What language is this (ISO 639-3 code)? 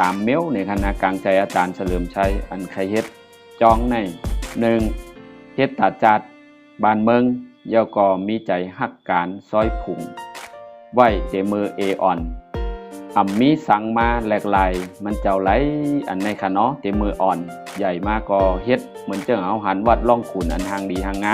shn